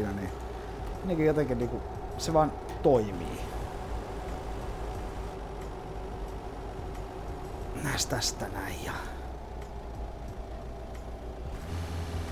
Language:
Finnish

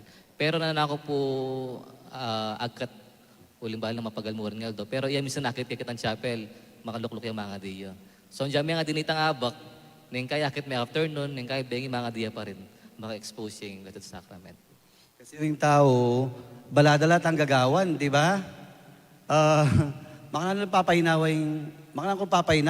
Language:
Pampanga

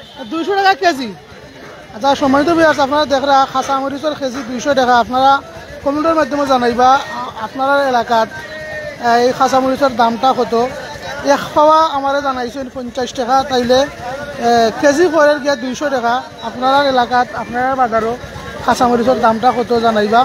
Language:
Sylheti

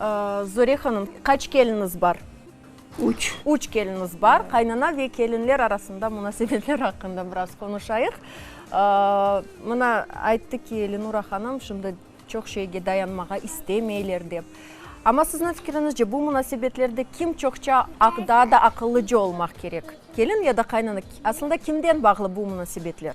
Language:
Crimean Tatar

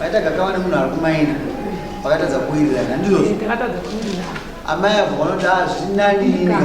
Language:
Shona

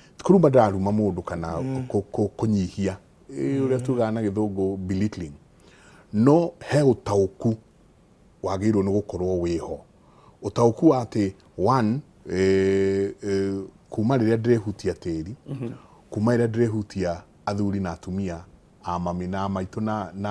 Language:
Kikuyu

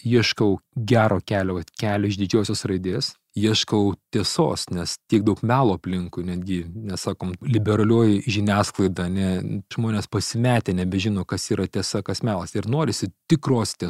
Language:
Lithuanian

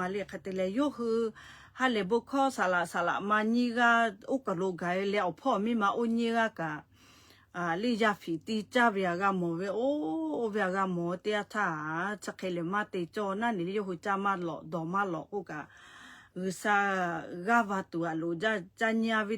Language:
Lahu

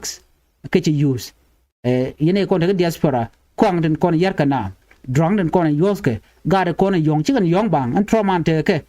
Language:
Nuer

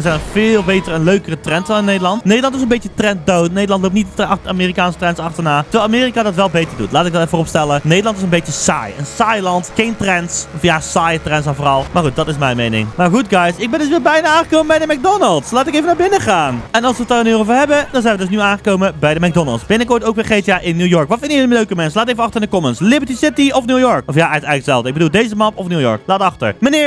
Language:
Dutch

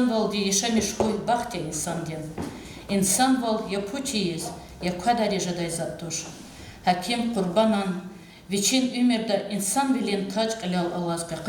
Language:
Lezghian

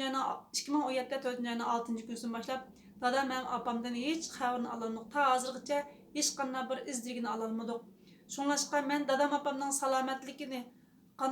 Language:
Uyghur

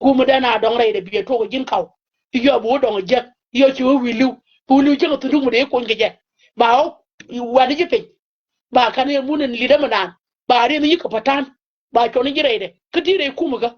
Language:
Nuer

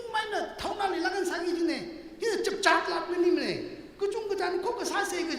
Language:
Tangkhul Naga (India)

